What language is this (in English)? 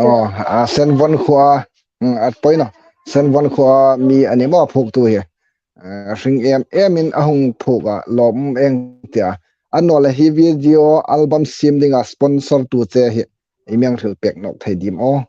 Hmar